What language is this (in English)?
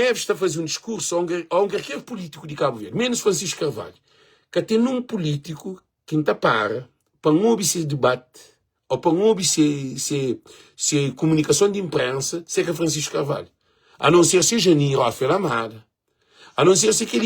Kabuverdianu